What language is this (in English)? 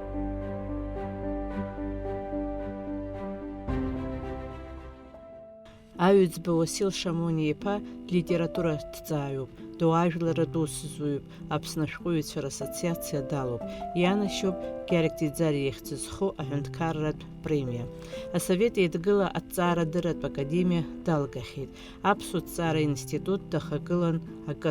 Abkhazian